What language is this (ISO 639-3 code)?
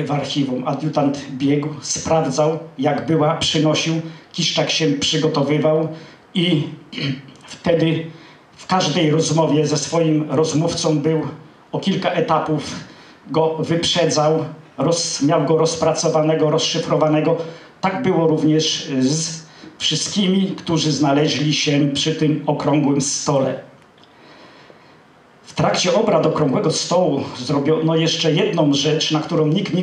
pol